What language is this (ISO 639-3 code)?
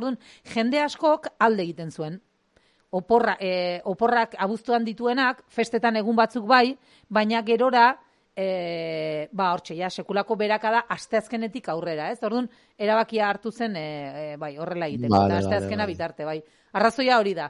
eus